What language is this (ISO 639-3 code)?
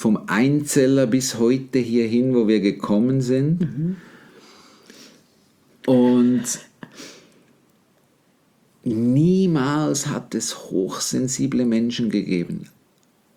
deu